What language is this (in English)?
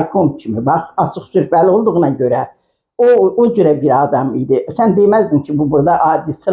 Azerbaijani